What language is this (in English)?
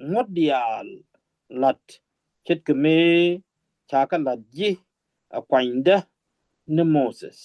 Nuer